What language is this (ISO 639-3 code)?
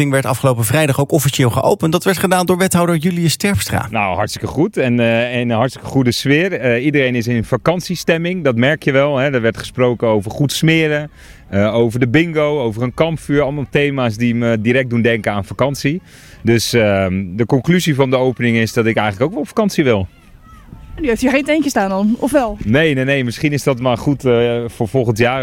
nld